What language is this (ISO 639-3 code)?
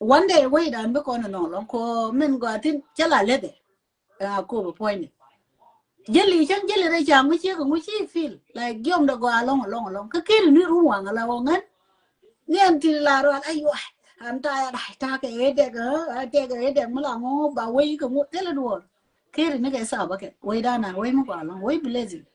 nus